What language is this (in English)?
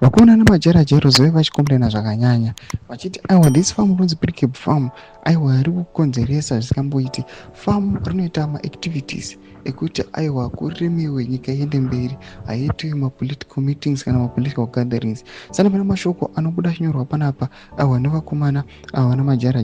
Shona